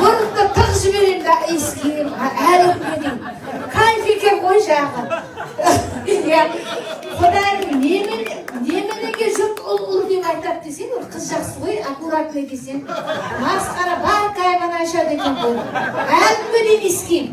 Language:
Kazakh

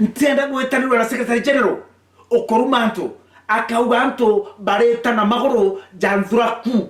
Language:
Meru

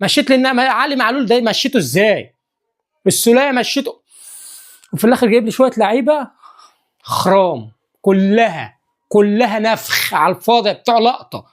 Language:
Egyptian Arabic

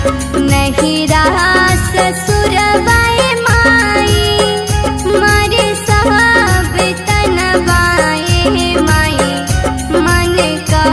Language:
Bhojpuri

